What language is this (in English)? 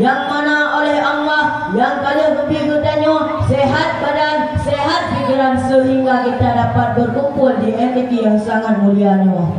Achinese